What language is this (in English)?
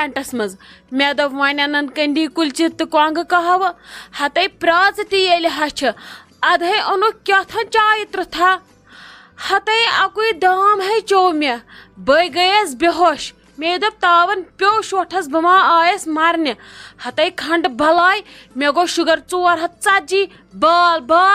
Kashmiri